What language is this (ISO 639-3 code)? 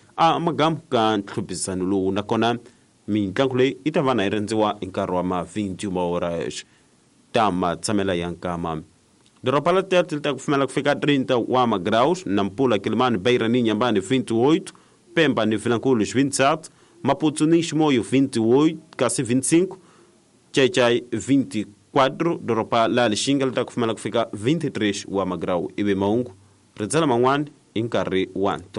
tso